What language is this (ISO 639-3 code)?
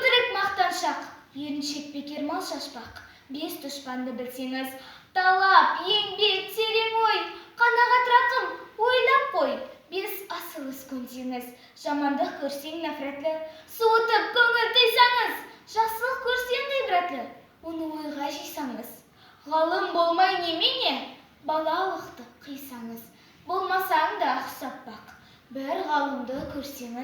kaz